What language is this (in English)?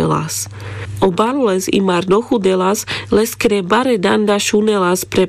Carpathian Romani